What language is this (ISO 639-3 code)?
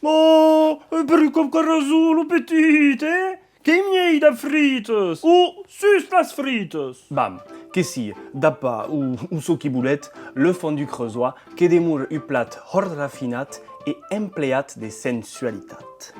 oci